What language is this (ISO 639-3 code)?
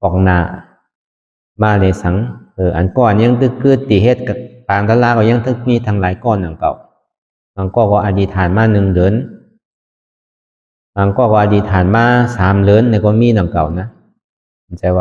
shn